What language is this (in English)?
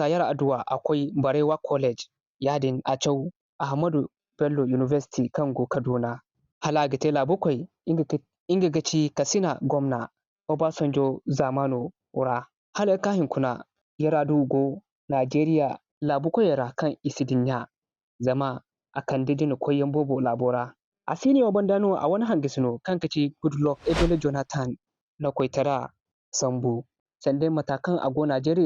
Zarma